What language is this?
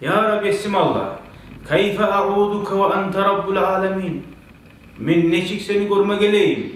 Kumyk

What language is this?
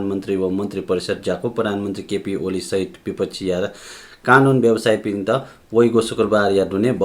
Newari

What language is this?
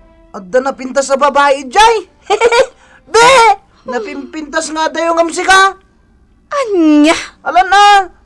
Iloko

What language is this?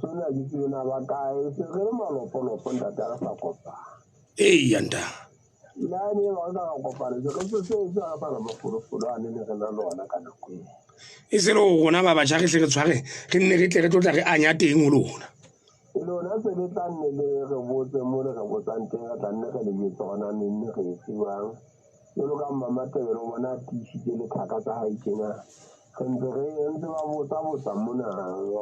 Southern Sotho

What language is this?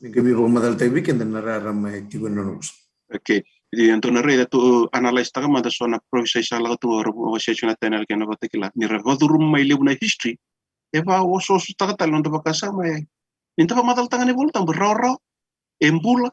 Fijian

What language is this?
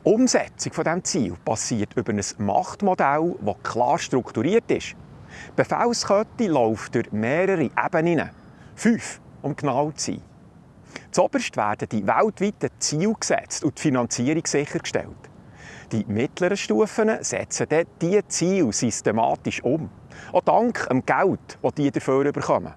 Swiss German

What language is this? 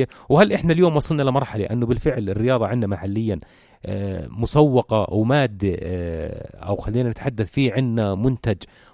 North Levantine Arabic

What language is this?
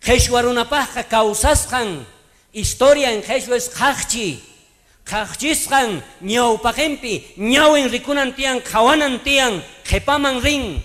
South Bolivian Quechua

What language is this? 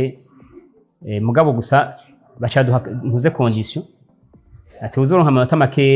Rundi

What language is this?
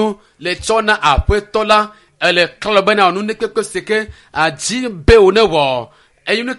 Ewe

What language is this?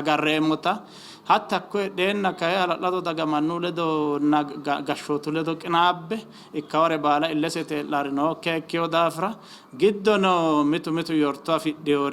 Sidamo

